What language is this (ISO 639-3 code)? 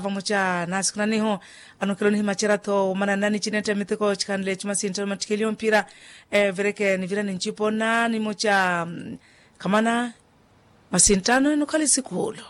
vmw